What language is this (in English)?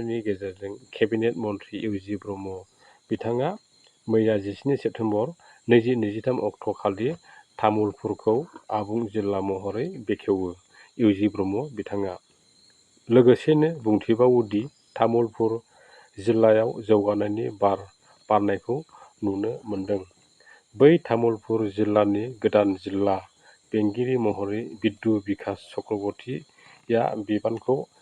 Bodo